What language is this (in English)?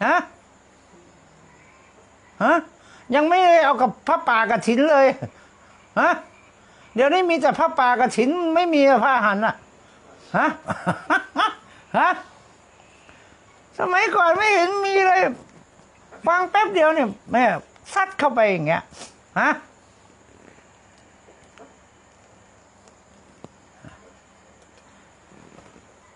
Thai